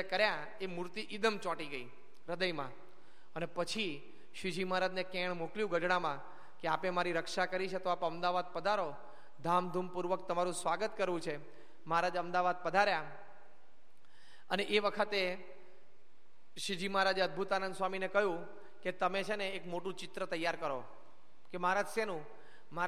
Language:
Gujarati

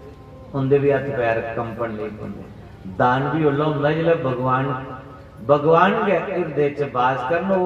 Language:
Dogri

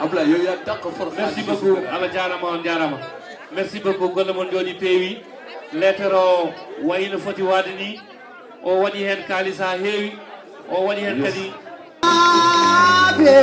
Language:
Fula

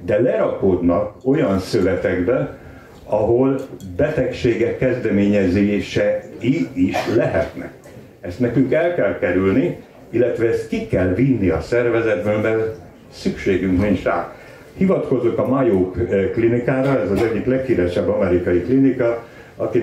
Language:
Hungarian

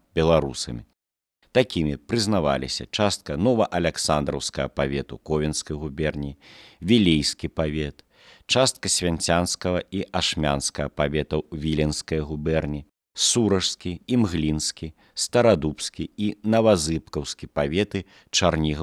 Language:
Belarusian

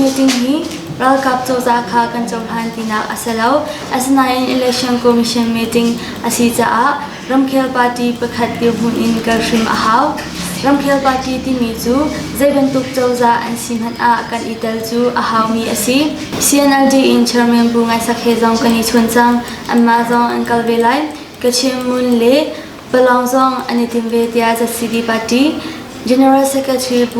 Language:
Hakha Chin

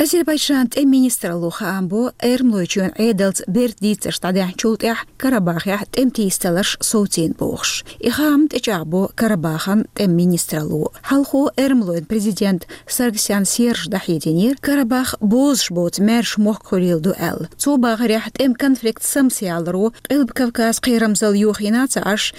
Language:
Chechen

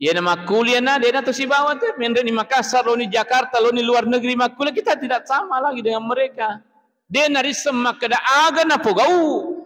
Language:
Buginese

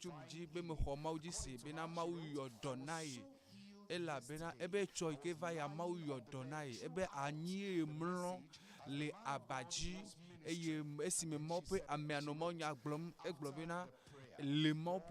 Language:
Ewe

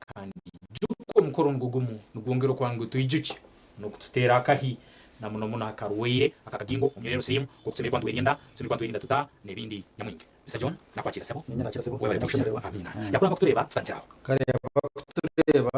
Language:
Nyankole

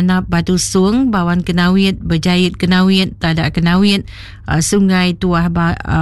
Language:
Iban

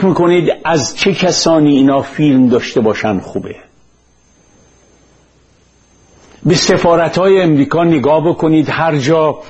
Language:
Persian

